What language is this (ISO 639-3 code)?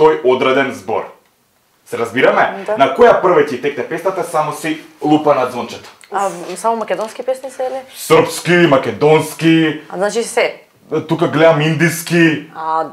mkd